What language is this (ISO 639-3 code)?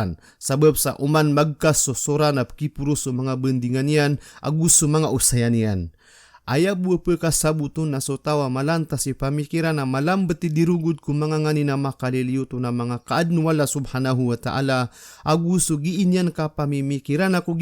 mrw